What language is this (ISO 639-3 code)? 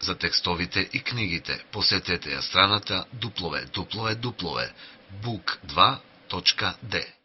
mkd